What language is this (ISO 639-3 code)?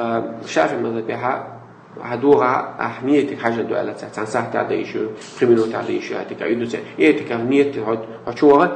che